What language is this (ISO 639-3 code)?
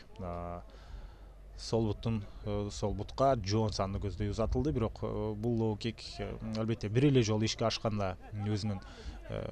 kir